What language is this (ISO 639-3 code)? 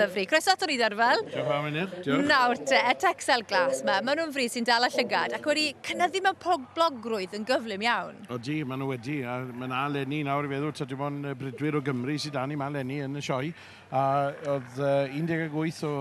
cym